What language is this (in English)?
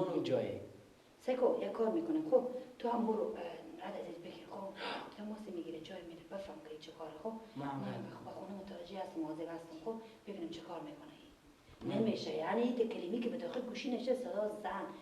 Persian